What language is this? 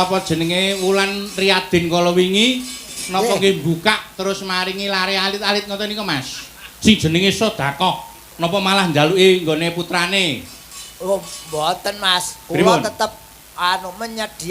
Javanese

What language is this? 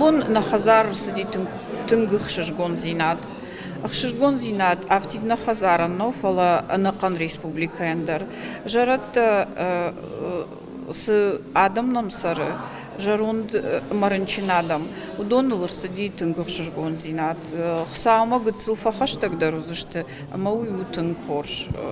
Ossetic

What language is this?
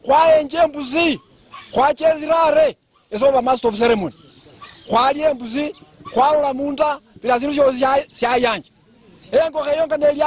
Luyia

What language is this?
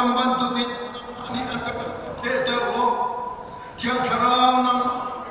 Falam Chin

